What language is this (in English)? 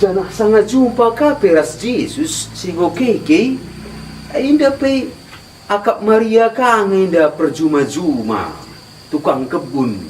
Batak Karo